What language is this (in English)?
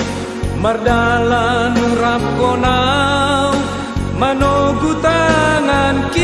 Batak Simalungun